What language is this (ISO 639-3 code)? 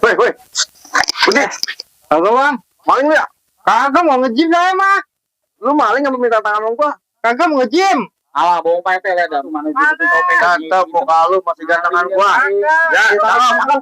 bew